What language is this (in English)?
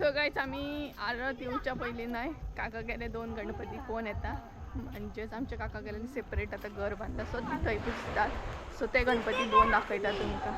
Konkani